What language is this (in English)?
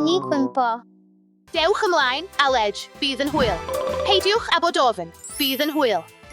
Welsh